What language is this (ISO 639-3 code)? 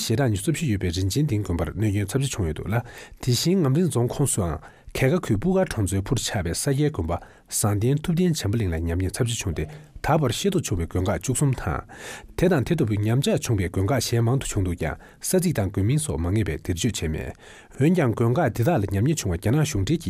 bod